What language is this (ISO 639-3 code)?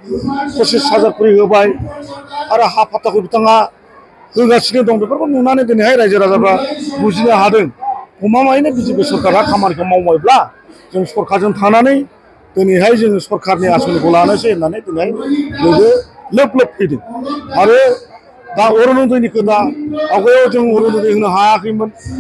brx